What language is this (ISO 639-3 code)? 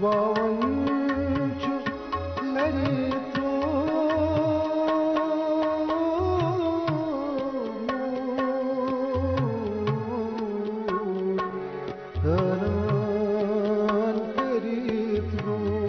kas